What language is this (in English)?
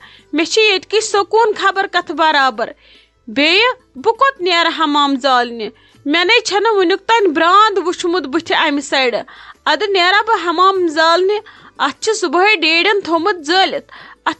Kashmiri